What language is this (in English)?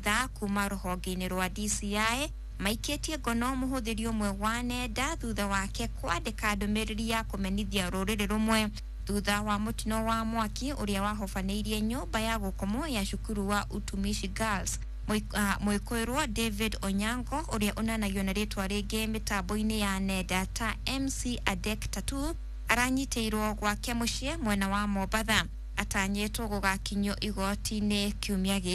Kikuyu